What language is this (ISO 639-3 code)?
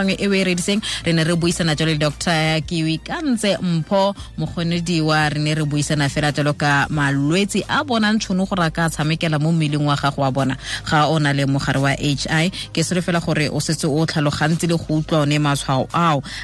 tsn